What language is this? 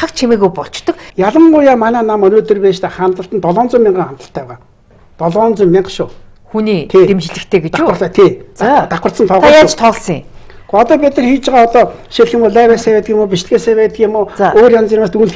Mongolian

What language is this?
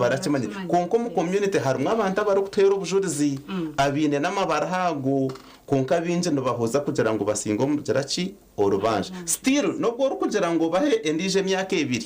Nyankole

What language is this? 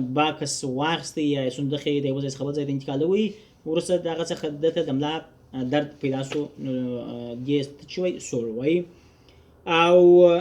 Pashto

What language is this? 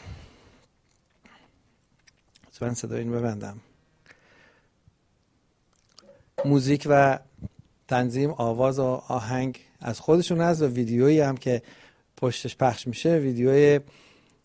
Persian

